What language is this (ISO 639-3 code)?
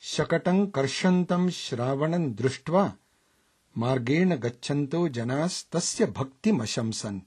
san